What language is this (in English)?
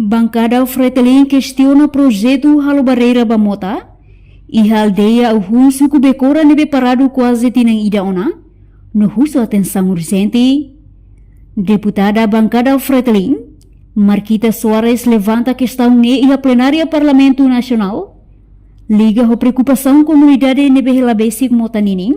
Tetum